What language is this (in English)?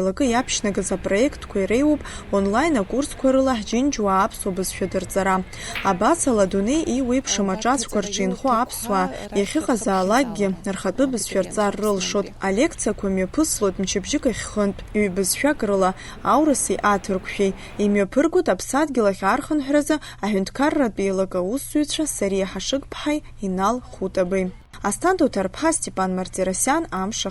Abkhazian